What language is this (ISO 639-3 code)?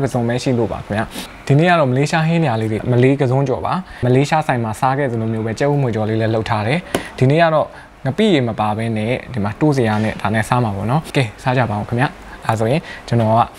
mya